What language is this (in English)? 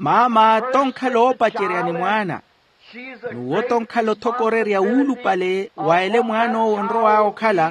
Makhuwa